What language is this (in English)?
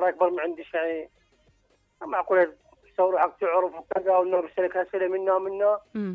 Mesopotamian Arabic